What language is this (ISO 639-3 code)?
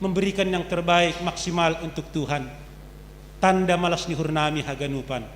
bts